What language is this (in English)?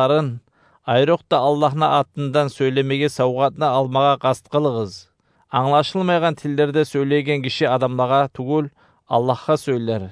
Kumyk